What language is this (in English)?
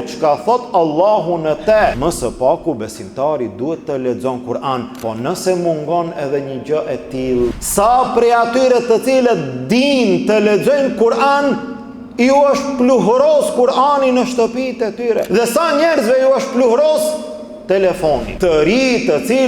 Albanian